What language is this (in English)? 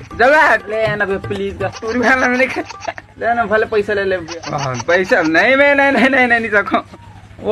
Chhattisgarhi